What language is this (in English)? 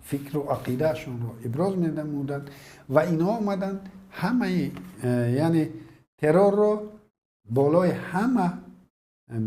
Tajik